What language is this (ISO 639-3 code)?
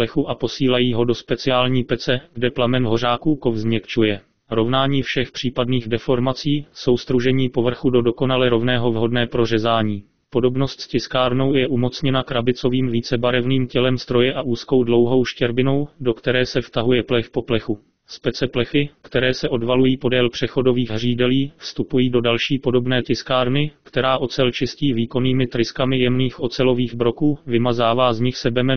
ces